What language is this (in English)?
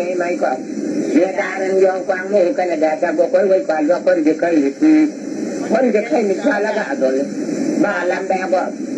Nuer